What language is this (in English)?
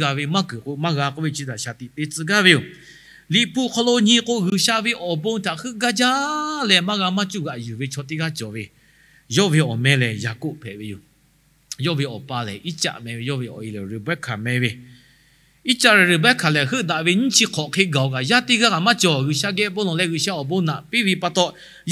Lahu